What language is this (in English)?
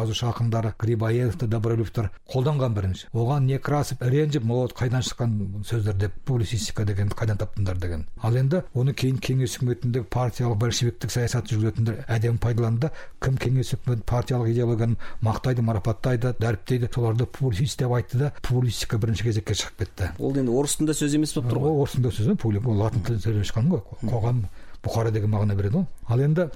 Kazakh